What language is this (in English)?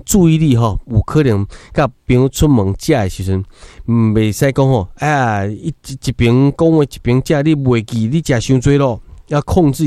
Min Nan Chinese